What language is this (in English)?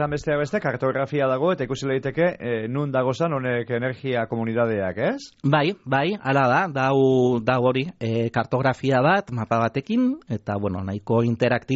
Basque